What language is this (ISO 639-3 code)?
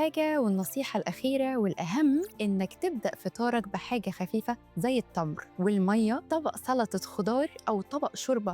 arz